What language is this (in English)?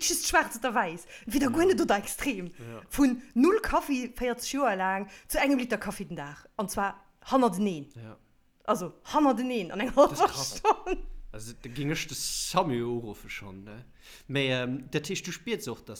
Luxembourgish